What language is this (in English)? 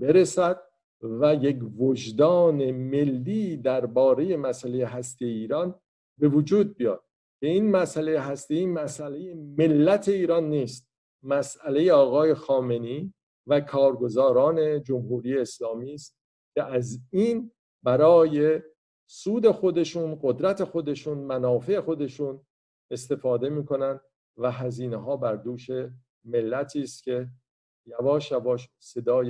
Persian